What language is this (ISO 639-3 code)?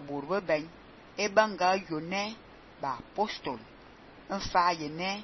fan